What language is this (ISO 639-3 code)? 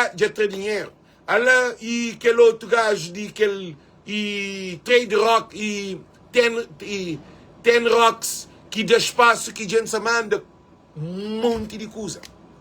kea